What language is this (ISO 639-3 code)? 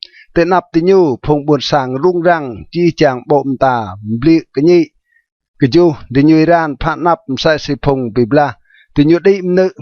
rad